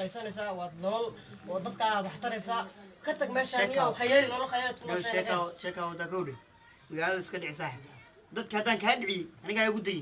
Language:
Somali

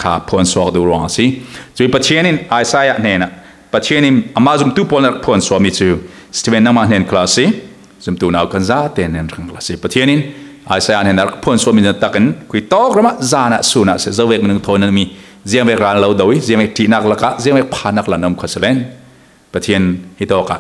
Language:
Falam Chin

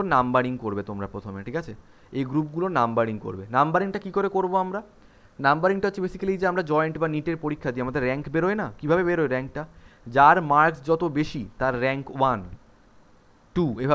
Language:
Bangla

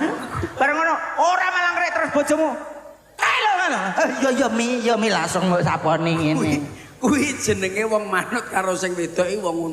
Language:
Javanese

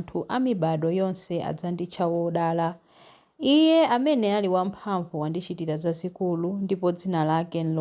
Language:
Nyanja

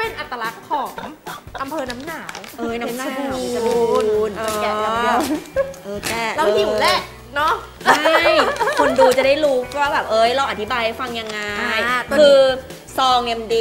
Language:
Thai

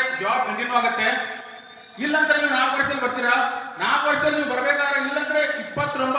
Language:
Kannada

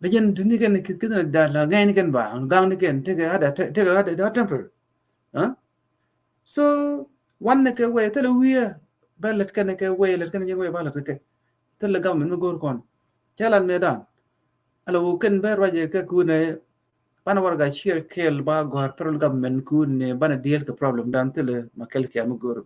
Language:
Nuer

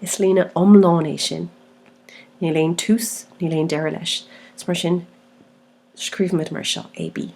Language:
Irish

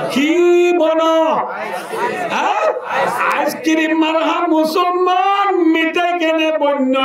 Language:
Rohingya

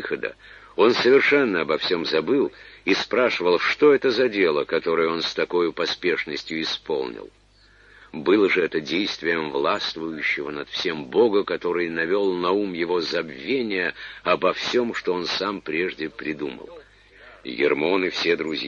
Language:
Russian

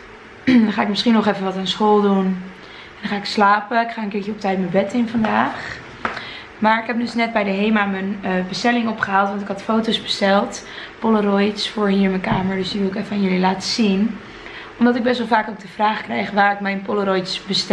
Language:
Dutch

